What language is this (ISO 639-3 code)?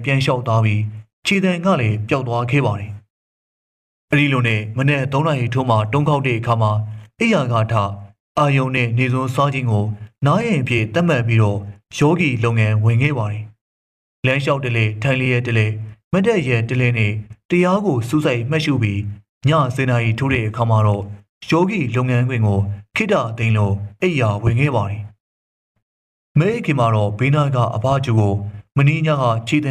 mya